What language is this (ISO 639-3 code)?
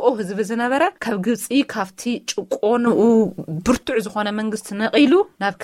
tir